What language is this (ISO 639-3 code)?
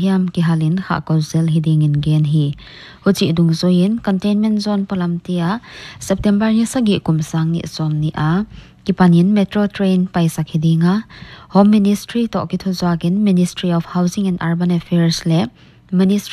pck